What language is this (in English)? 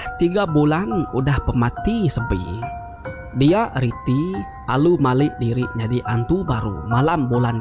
Iban